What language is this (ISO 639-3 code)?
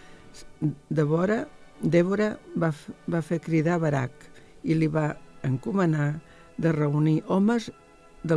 cat